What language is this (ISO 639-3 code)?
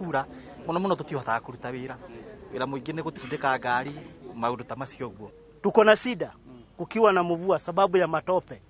kik